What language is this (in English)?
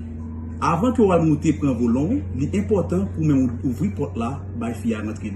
Haitian Creole